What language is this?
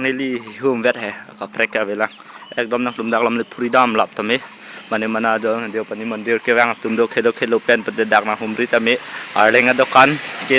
Karbi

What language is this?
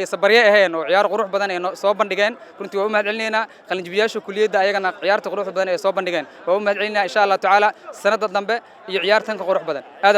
Somali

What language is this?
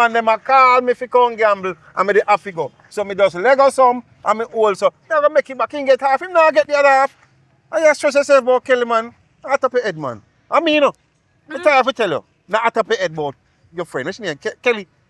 Jamaican Creole English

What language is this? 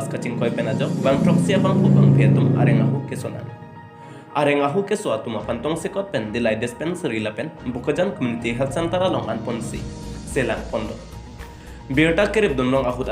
Karbi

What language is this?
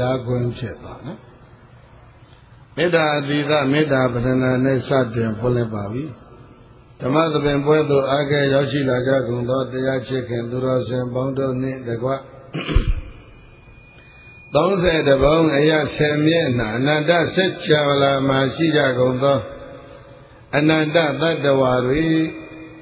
Burmese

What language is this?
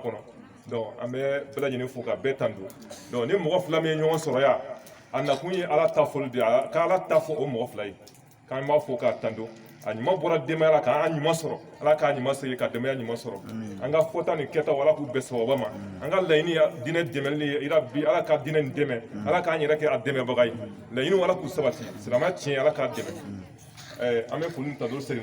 Bambara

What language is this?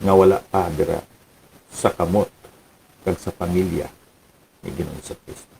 Hiligaynon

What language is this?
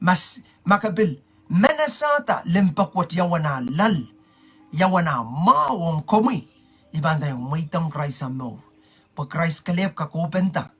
Pohnpeian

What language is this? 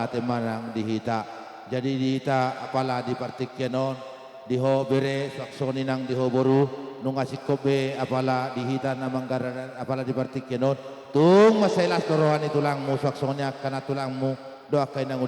Batak Toba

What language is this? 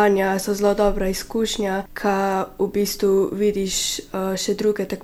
Slovenian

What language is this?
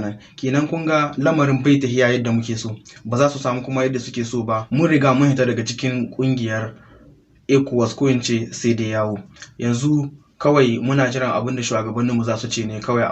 Hausa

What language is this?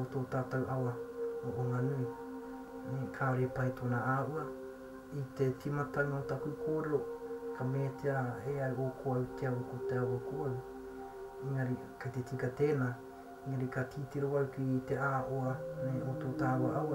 Māori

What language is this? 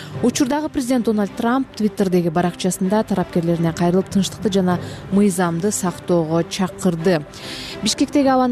Kyrgyz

